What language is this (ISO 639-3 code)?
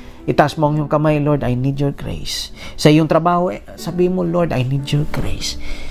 fil